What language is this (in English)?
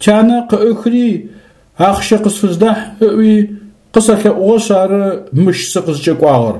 Adyghe